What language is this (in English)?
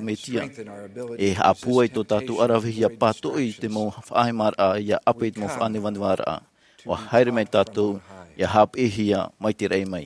Tahitian